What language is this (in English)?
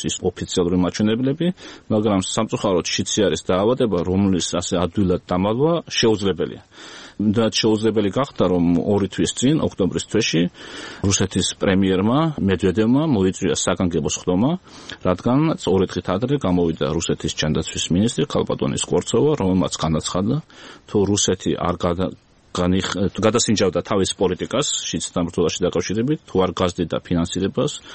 Georgian